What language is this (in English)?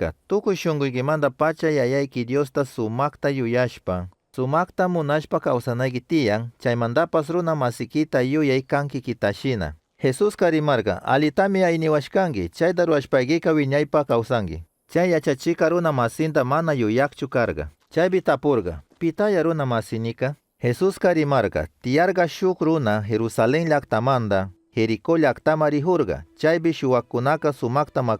Chimborazo Highland Quichua